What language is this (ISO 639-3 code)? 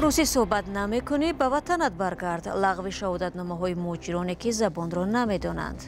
tgk